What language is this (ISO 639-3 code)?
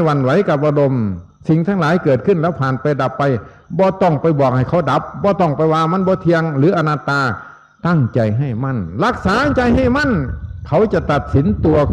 tts